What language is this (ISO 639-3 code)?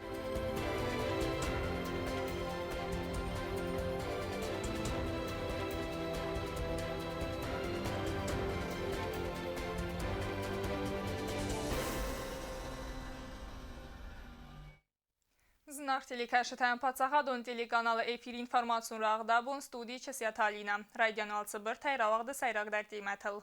oss